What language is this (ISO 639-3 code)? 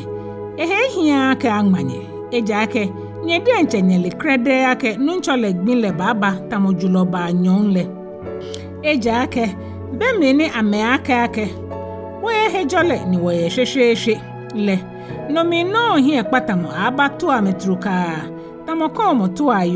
gaa